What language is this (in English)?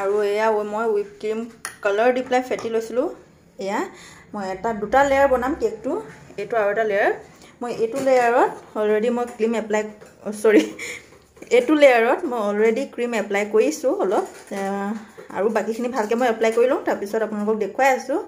Assamese